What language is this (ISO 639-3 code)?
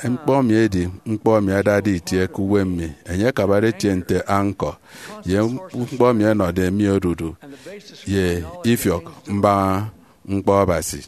efi